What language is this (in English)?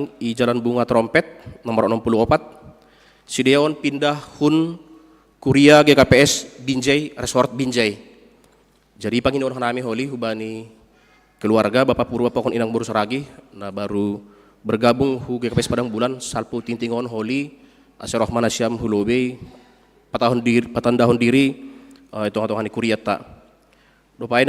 Batak Simalungun